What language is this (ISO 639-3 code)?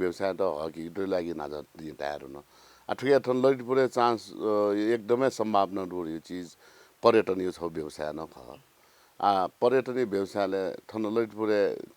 new